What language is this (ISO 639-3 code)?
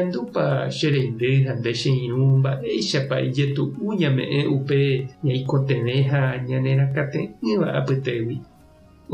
grn